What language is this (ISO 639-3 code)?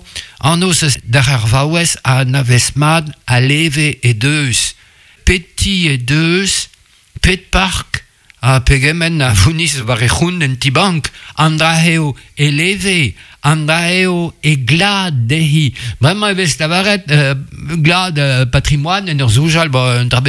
bre